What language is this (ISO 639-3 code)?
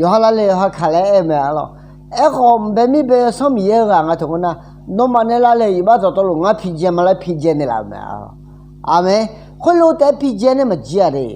ahk